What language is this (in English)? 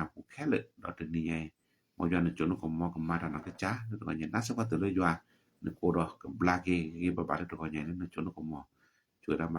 S'gaw Karen